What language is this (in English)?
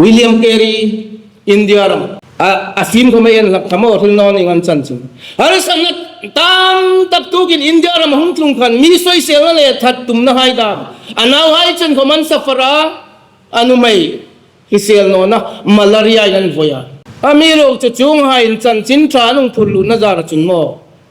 Hmar